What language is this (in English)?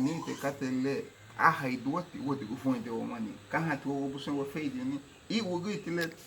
Garifuna